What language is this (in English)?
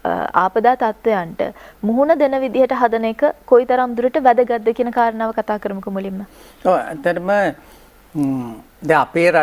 Sinhala